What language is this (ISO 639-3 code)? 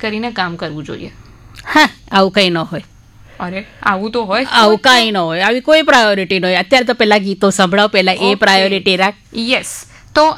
guj